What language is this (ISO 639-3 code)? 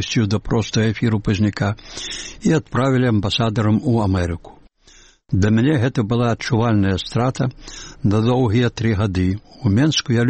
bel